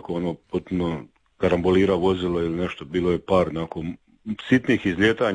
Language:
Croatian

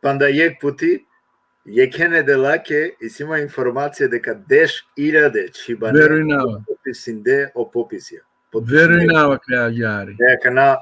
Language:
Balkan Romani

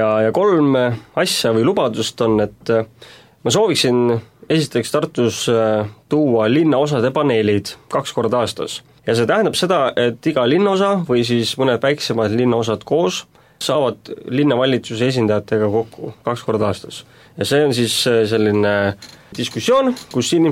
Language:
Estonian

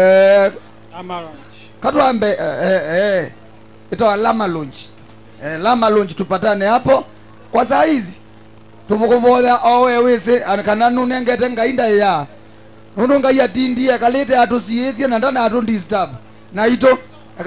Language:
Kamba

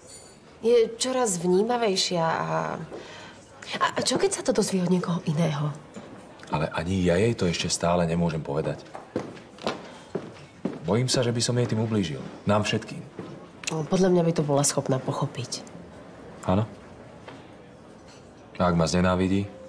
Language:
Slovak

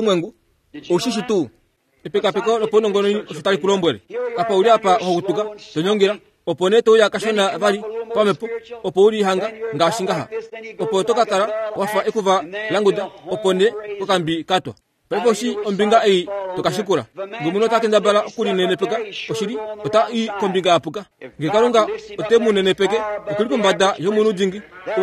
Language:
Kuanyama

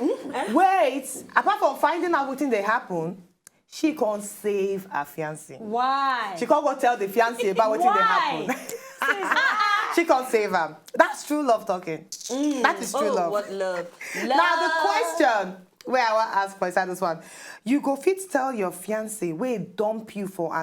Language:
Nigerian Pidgin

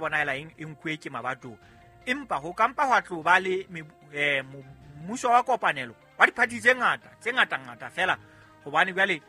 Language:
Southern Sotho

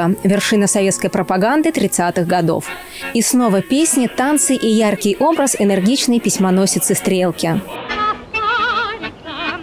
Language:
Russian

